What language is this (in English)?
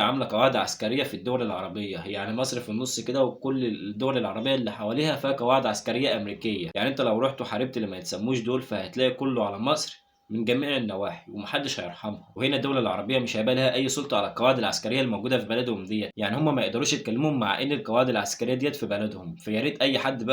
Egyptian Arabic